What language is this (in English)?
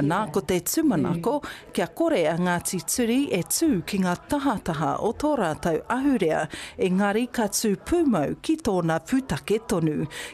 Māori